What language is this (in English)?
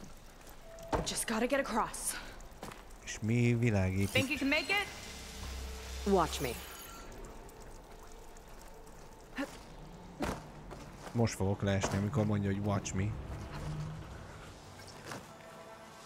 Hungarian